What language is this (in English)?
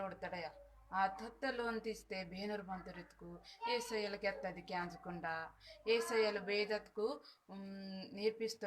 Koya